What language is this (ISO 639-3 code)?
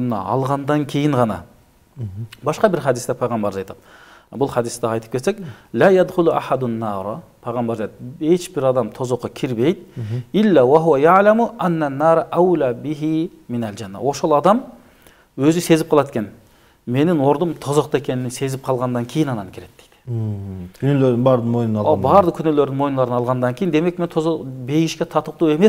kir